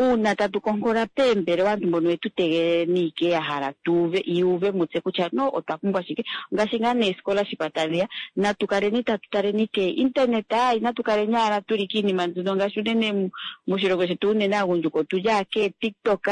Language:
Kuanyama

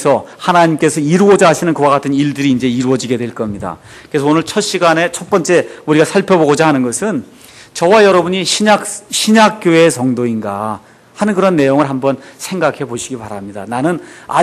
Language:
Korean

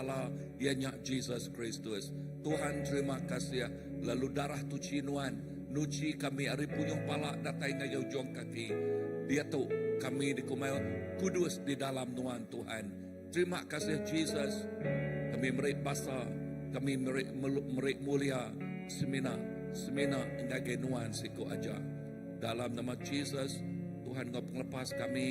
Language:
Iban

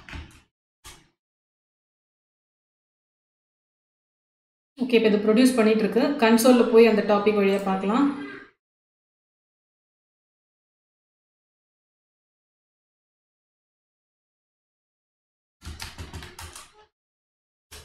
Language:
Tamil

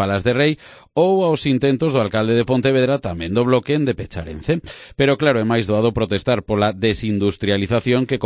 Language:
Galician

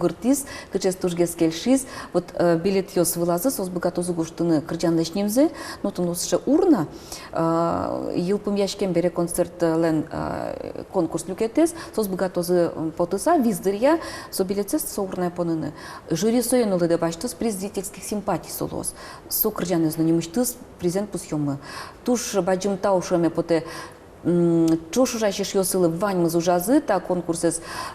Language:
Udmurt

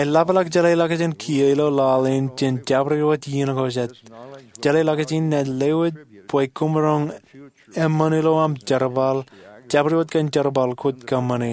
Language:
Marshallese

